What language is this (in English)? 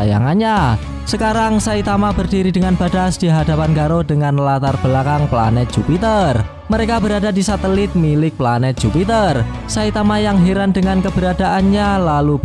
Indonesian